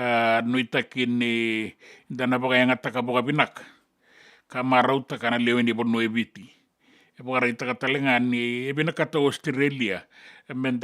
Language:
Fijian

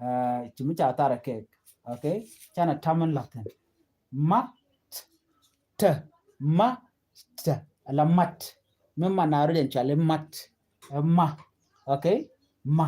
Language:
Nuer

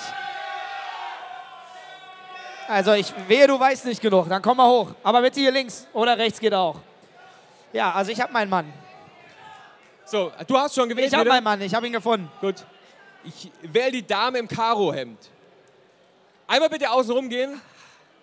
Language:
German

